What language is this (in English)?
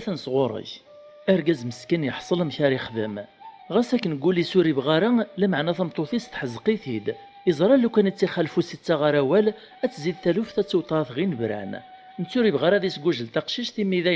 Kabyle